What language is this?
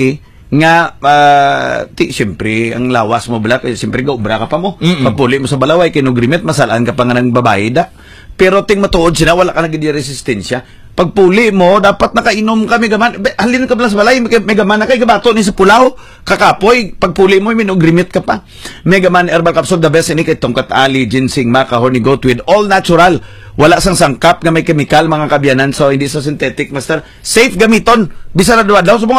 Hiligaynon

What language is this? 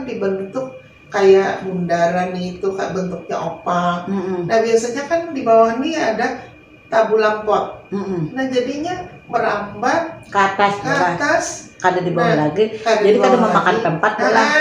Banjar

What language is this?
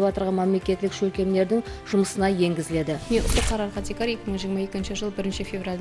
Kara-Kalpak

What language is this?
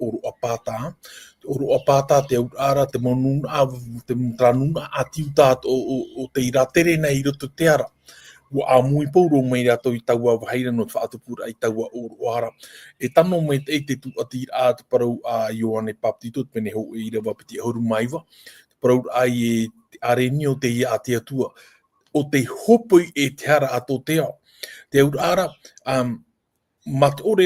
Tahitian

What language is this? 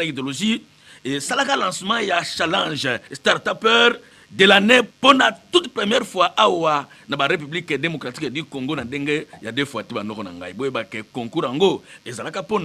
Lingala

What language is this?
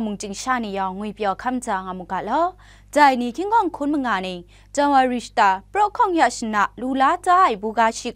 Kachin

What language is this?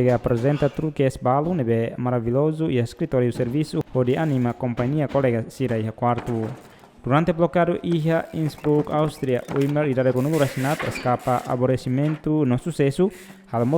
Tetum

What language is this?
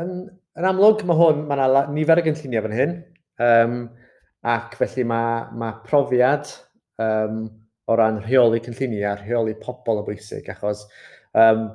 Welsh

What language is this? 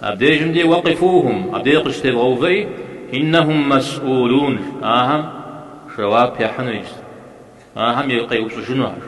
Kabardian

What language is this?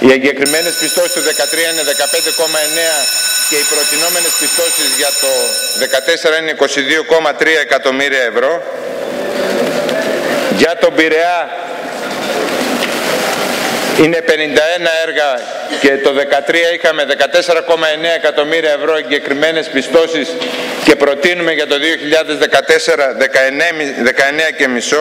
Greek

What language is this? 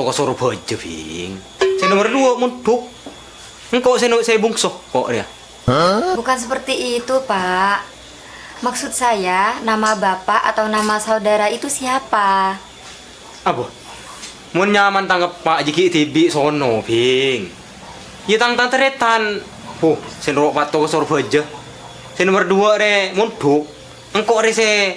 Madurese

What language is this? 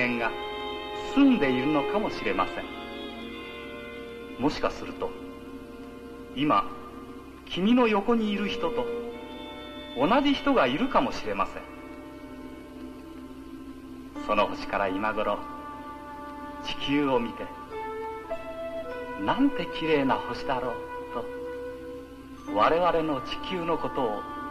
Japanese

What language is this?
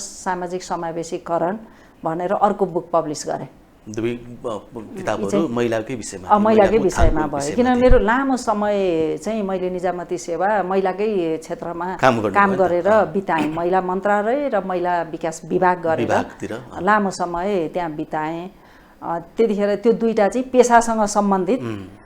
Nepali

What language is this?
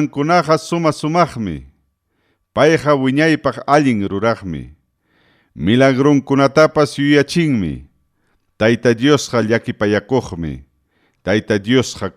Ayacucho Quechua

